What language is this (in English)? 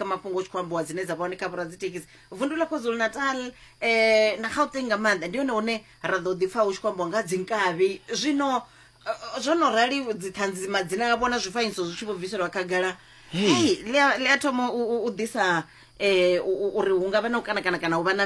Venda